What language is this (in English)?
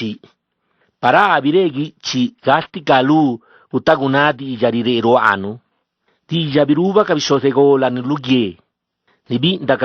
Zapotec